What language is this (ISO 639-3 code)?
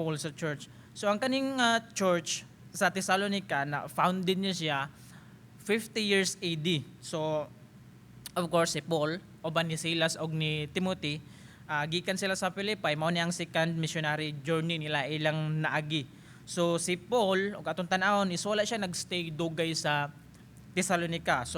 ceb